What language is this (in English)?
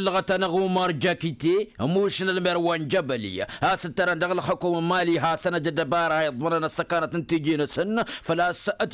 Tamasheq